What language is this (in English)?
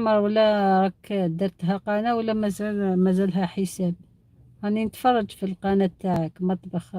Algerian Arabic